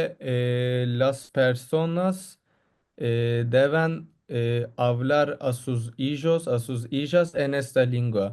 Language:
Ladino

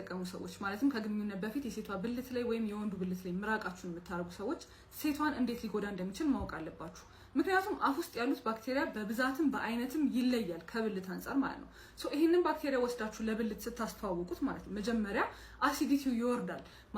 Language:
Amharic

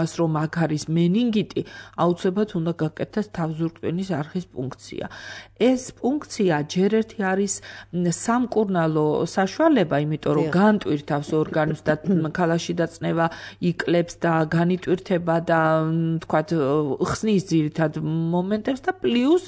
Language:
Georgian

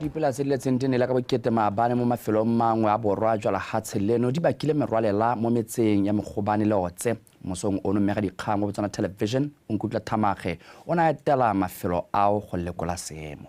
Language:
Tswana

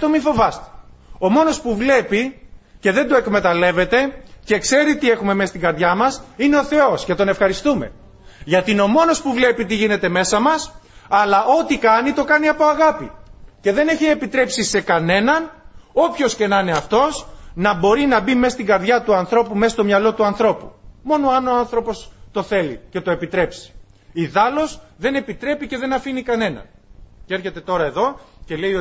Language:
Greek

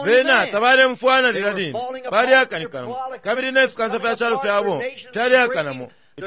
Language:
Bemba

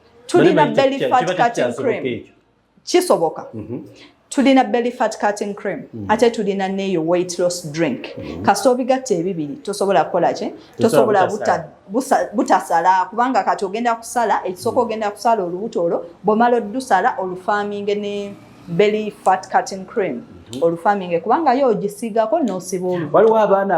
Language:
Ganda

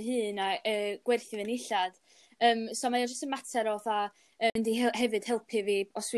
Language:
Welsh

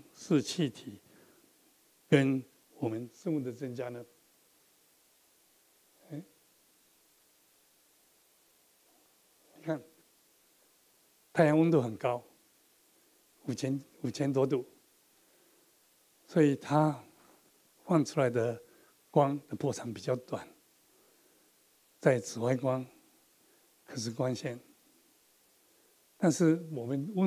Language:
Chinese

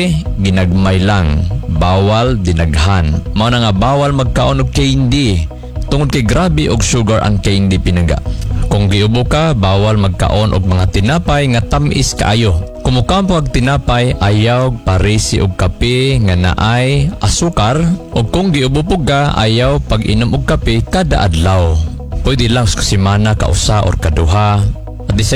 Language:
Cebuano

